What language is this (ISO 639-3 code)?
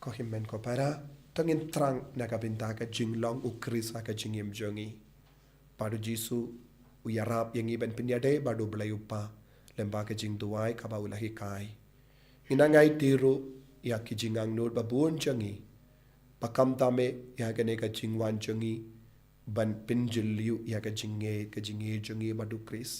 kha